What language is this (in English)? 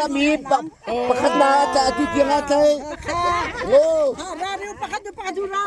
Hakha Chin